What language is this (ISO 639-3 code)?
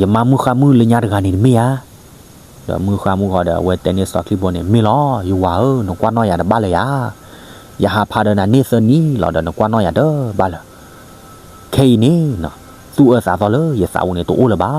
ksw